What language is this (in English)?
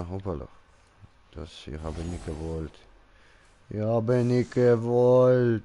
Swiss German